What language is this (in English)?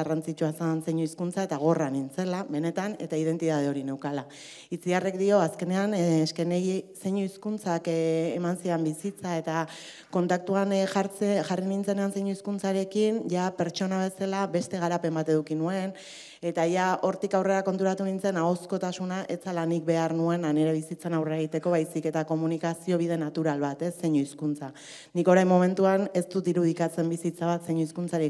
Basque